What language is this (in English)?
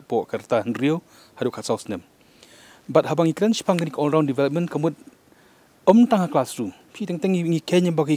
Khasi